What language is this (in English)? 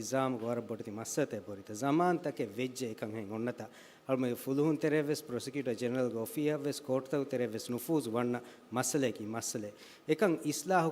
Divehi